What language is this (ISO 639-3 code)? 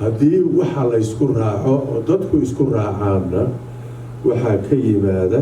som